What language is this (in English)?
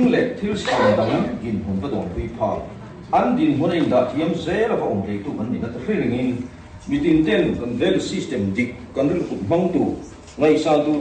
Mizo